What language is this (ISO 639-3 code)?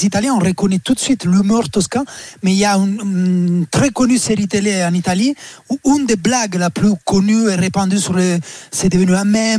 fra